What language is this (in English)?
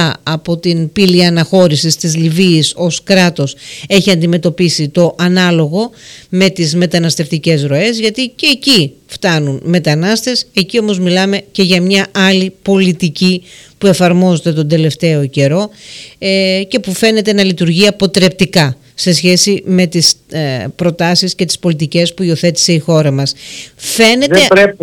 Greek